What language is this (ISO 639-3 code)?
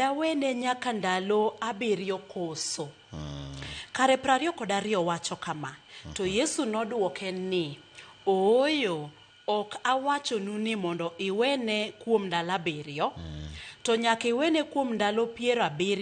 luo